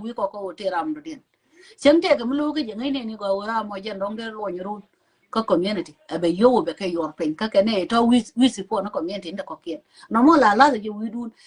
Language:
Nuer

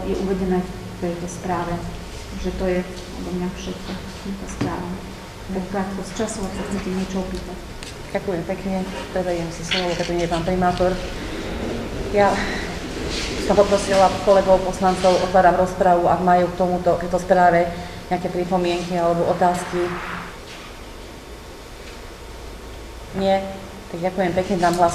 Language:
Slovak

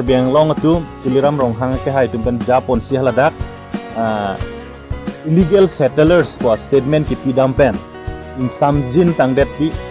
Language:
Karbi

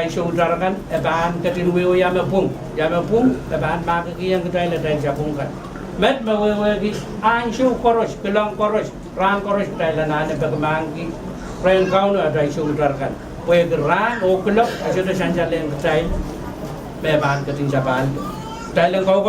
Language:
Pohnpeian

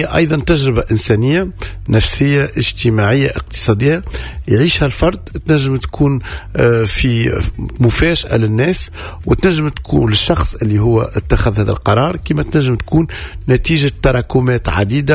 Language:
Tunisian Arabic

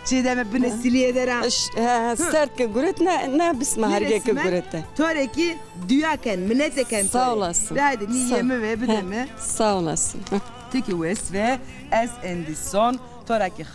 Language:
Zaza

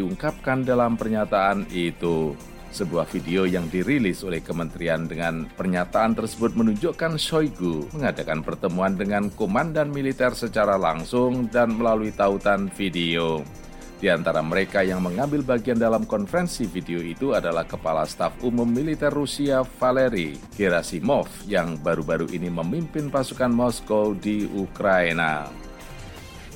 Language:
Indonesian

